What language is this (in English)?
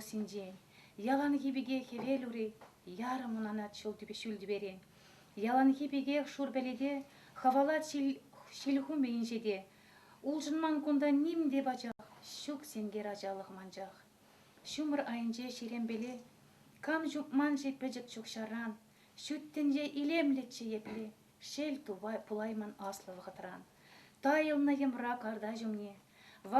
Chuvash